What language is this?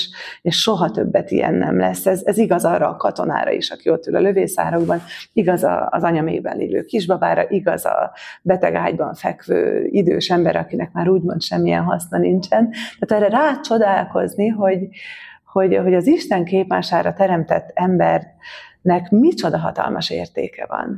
Hungarian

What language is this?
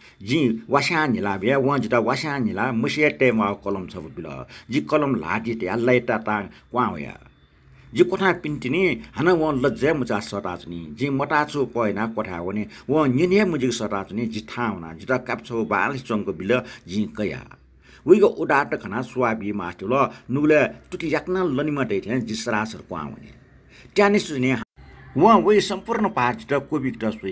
Newari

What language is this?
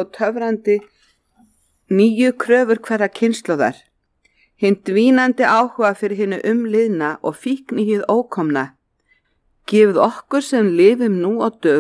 Icelandic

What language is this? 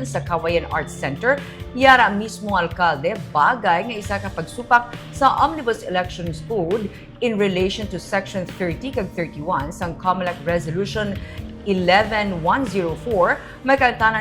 Hiligaynon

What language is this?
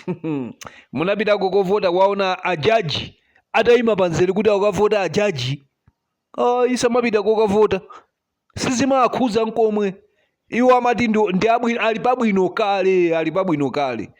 Nyanja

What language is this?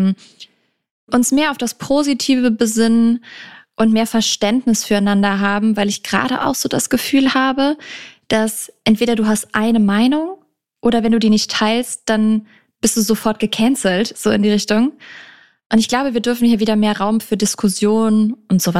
German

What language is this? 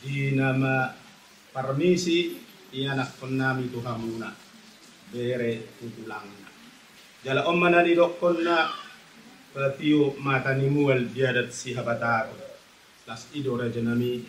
Batak Toba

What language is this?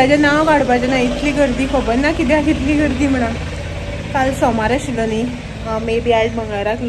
Konkani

